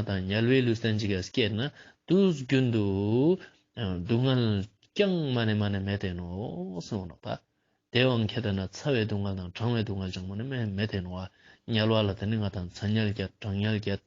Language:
Ladakhi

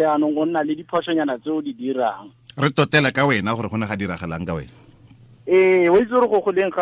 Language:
Tswana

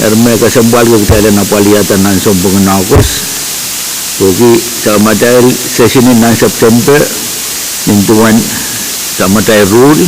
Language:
Pohnpeian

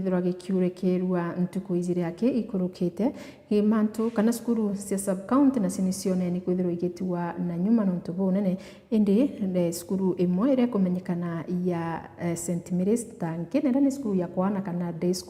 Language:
Meru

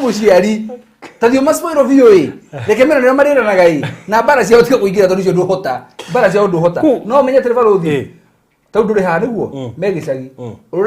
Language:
Kikuyu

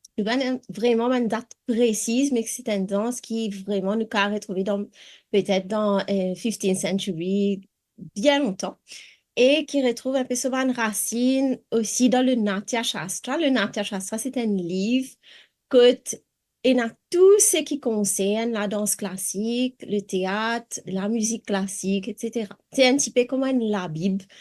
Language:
Morisyen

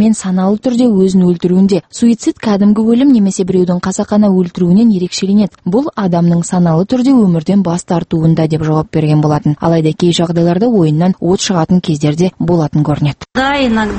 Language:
Kazakh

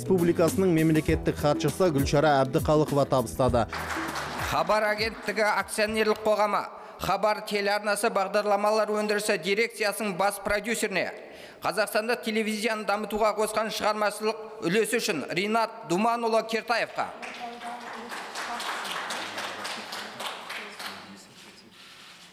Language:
Kazakh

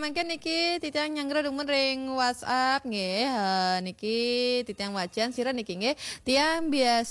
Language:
Balinese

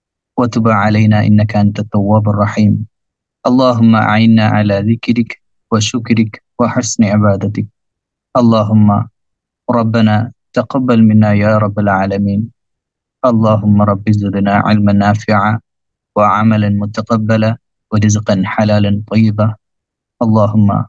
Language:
Arabic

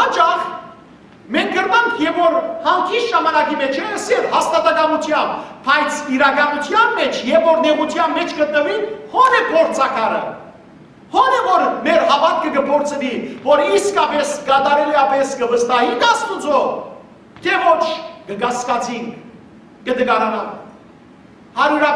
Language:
Western Armenian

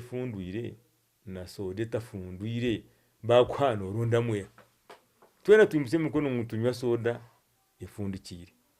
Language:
Nyankole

